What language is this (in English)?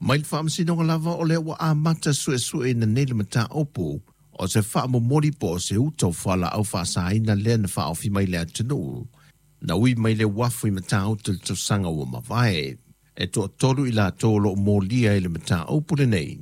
Samoan